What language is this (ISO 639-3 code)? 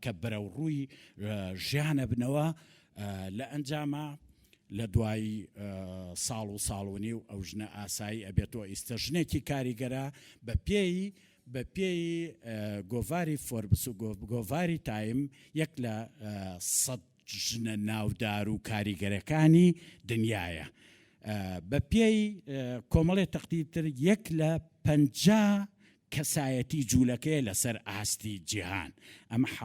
ckb